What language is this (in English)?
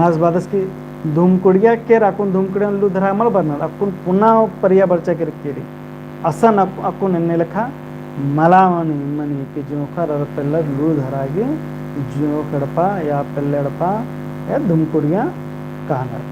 Kurukh